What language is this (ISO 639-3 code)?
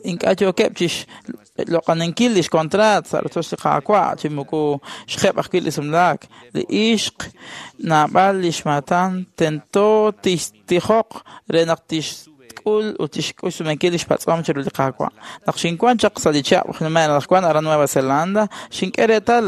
kek